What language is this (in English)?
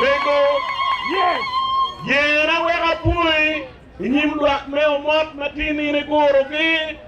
Acoli